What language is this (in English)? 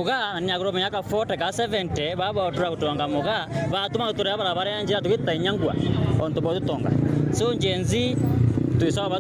Meru